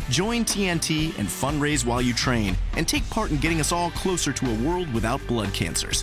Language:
English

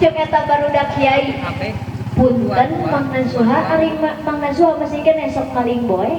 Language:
Sundanese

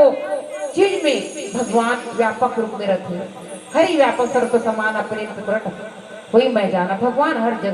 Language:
Chhattisgarhi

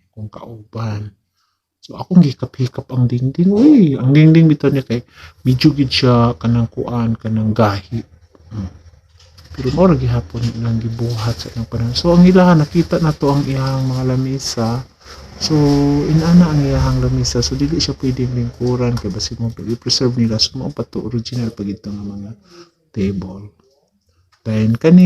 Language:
Cebuano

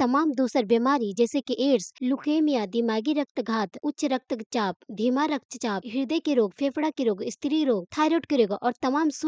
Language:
Bhojpuri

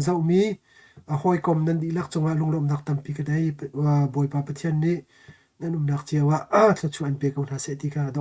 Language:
Hakha Chin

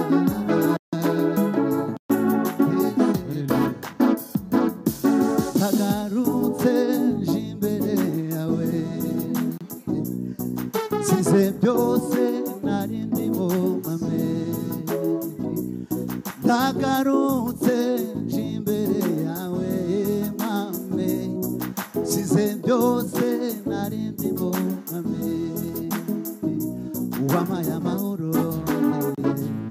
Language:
Kinyarwanda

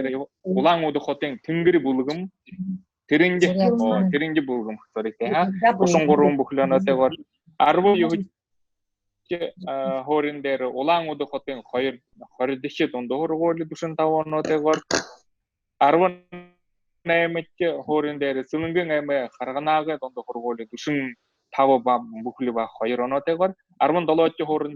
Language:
Buriat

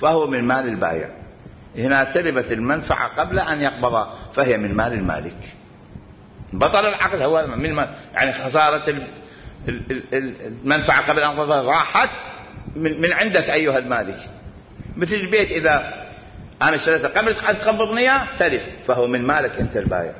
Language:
Mesopotamian Arabic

